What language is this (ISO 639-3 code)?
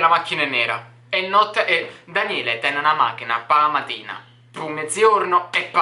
nap